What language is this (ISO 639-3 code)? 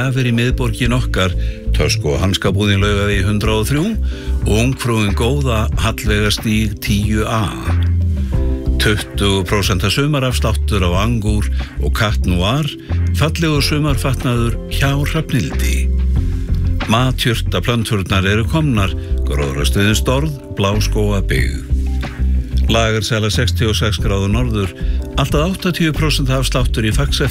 isl